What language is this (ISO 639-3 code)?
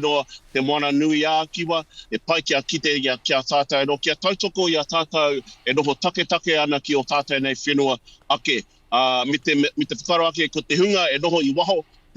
mri